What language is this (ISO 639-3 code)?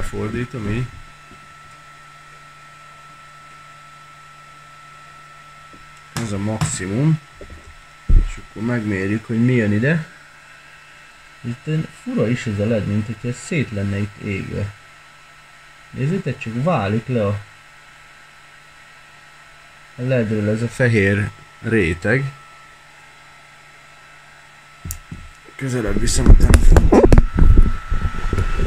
hun